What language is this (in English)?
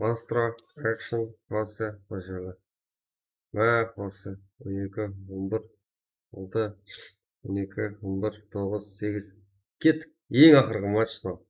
Kara-Kalpak